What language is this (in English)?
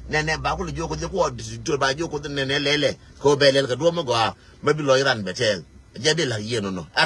Nuer